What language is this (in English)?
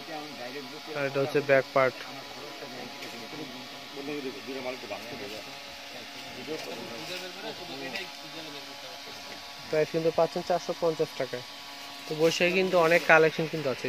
Bangla